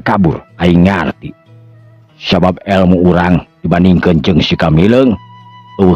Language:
Sundanese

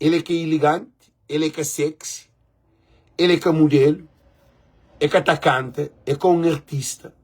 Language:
Kabuverdianu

